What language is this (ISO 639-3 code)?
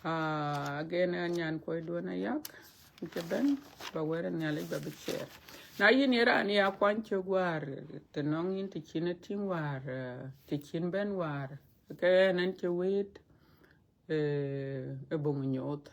din